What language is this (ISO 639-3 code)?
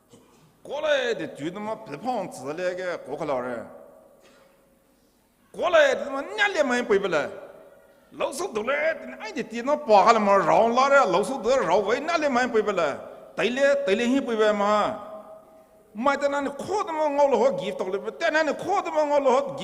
pmx